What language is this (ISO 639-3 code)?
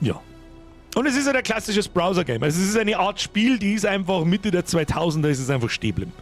bar